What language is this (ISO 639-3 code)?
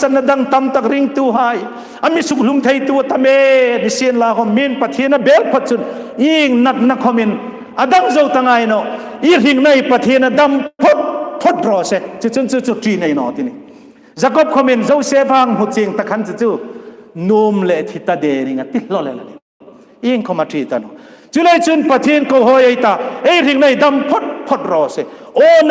hmr